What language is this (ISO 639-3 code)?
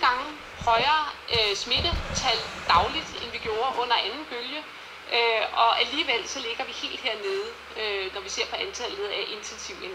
dan